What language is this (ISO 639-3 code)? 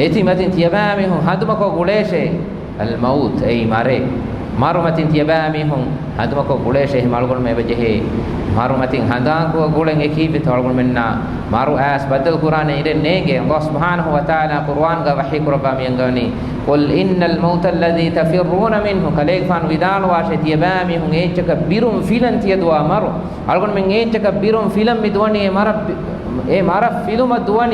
div